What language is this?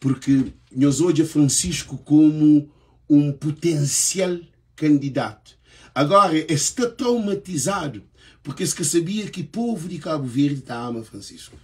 Kabuverdianu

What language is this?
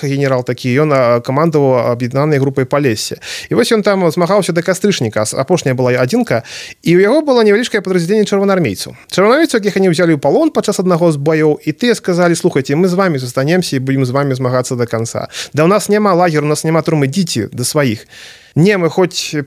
Belarusian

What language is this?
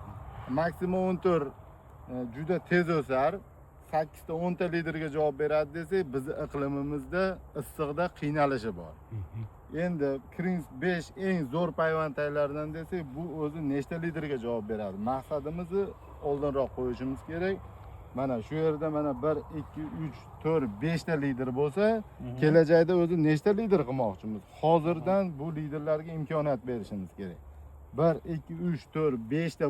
Uzbek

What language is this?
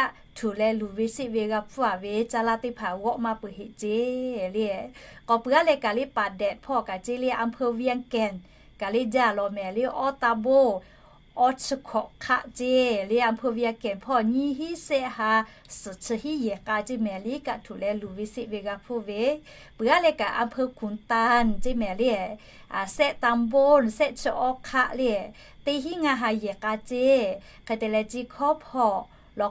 Lahu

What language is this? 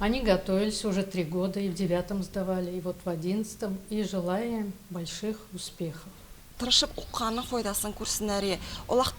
Tatar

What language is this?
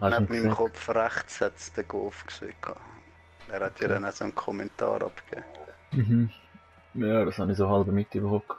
Swiss German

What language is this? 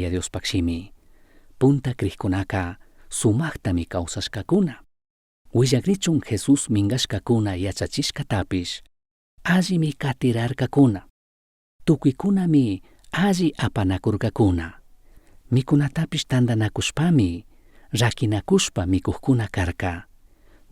Chimborazo Highland Quichua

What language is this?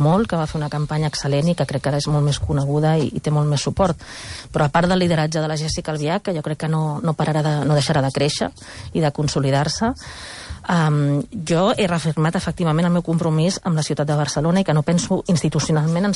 Catalan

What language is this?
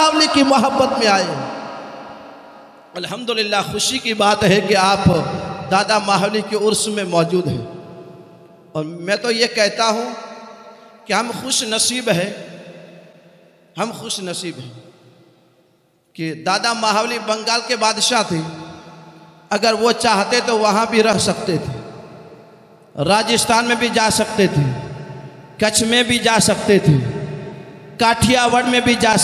Hindi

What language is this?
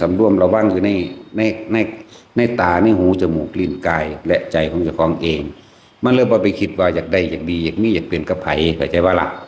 Northeastern Thai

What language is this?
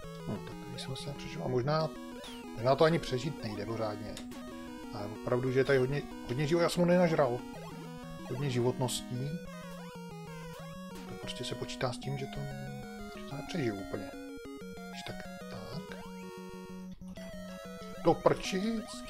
Czech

